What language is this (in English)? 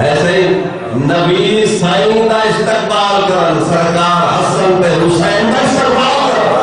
Saraiki